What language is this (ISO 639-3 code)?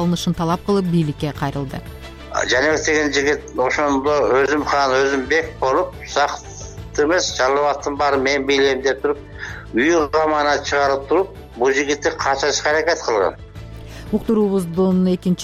kir